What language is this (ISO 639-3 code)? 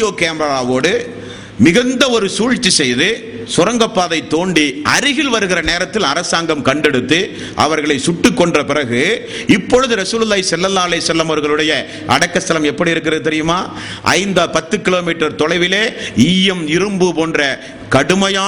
tam